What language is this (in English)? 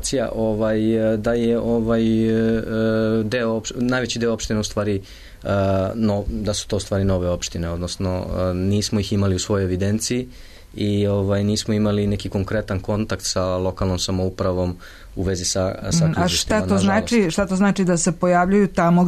Serbian